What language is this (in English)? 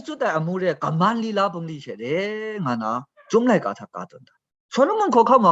Kachin